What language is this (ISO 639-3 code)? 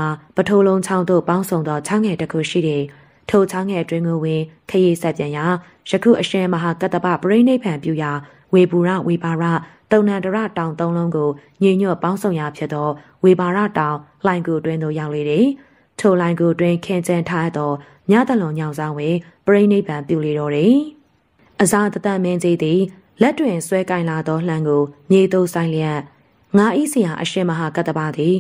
mya